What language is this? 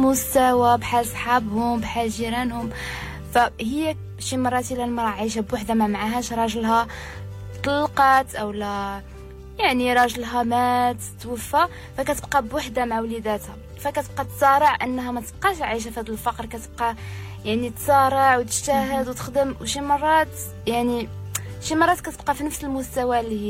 Moroccan Arabic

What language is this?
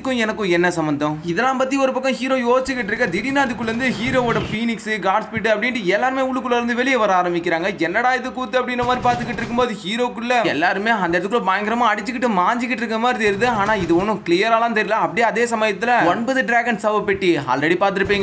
Tamil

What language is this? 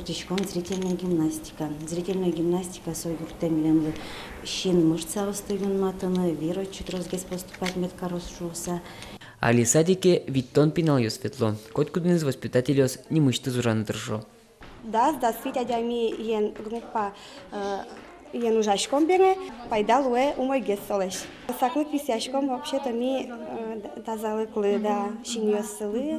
Udmurt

